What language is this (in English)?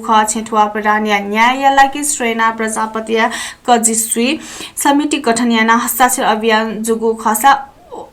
Newari